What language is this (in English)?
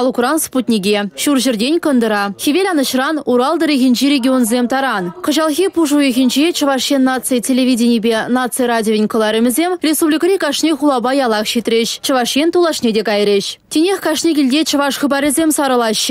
Chuvash